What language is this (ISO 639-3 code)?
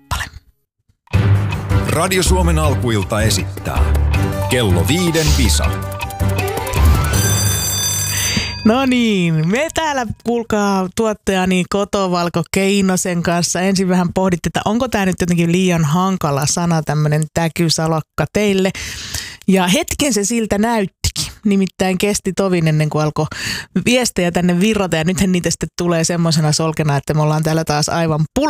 fin